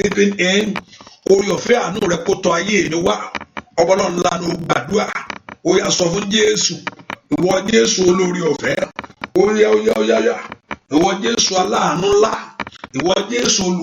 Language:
Yoruba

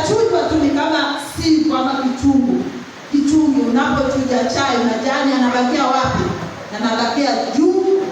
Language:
Swahili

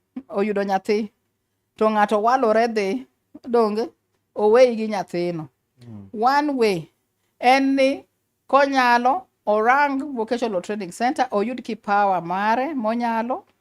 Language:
Luo (Kenya and Tanzania)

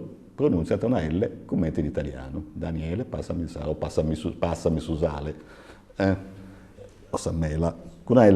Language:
Sardinian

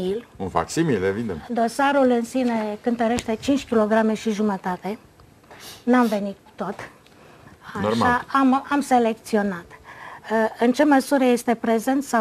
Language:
Romanian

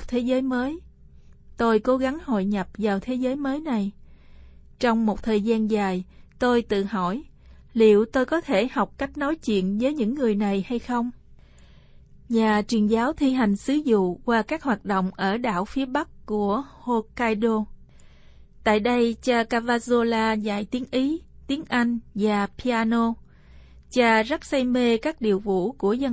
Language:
Vietnamese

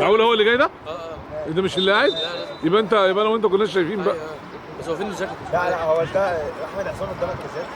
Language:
Egyptian Arabic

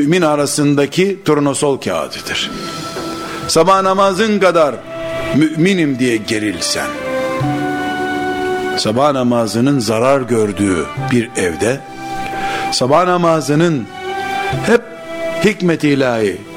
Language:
Turkish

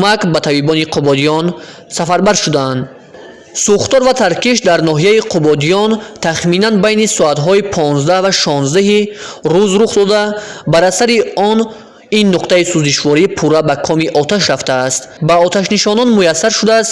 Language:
Tajik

